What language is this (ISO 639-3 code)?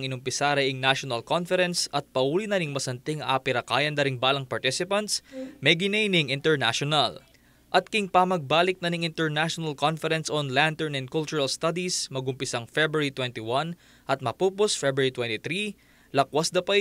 pam